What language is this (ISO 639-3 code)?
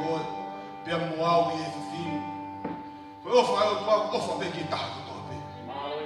ton